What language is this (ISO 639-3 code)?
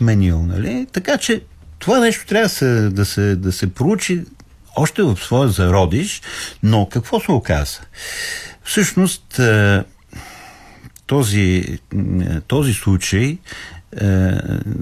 bul